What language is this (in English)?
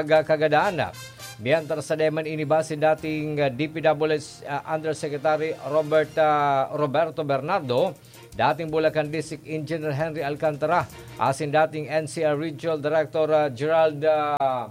Bikol